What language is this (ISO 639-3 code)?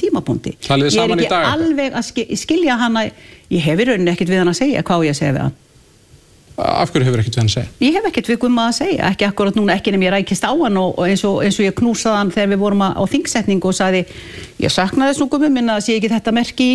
isl